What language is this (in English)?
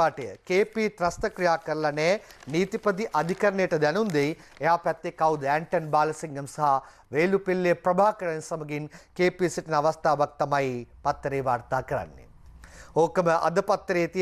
Sinhala